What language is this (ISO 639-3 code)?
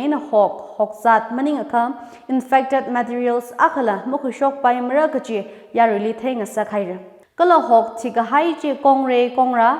nmf